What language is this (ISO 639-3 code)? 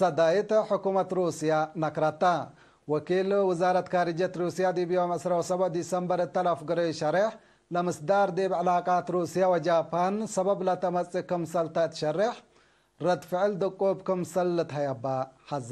tig